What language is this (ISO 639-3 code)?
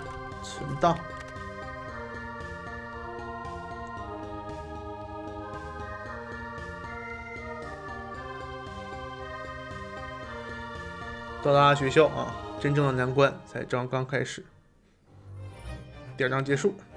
zho